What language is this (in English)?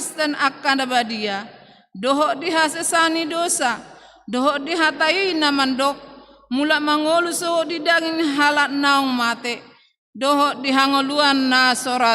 Batak Toba